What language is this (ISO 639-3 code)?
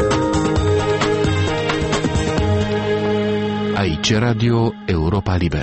ron